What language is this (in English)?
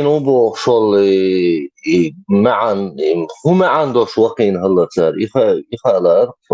Chechen